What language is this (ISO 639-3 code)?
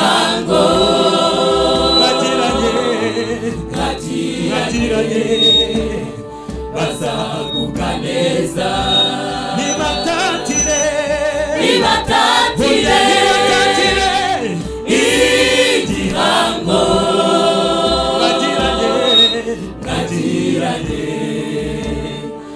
kin